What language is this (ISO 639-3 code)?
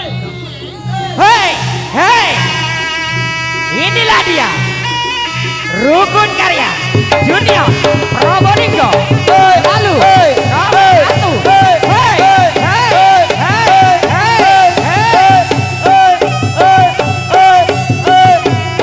ind